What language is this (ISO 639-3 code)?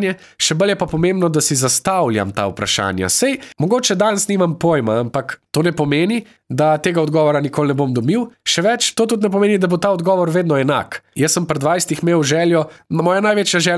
slv